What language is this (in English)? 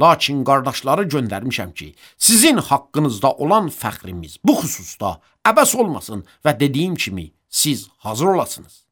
Azerbaijani